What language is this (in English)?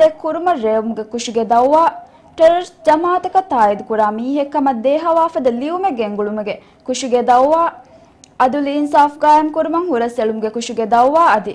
Divehi